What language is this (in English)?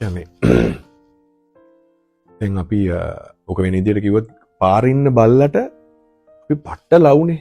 Sinhala